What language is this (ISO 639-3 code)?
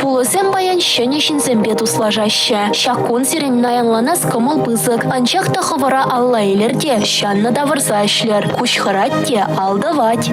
chv